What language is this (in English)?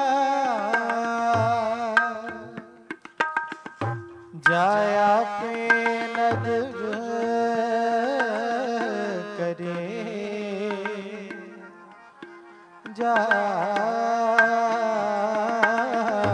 Punjabi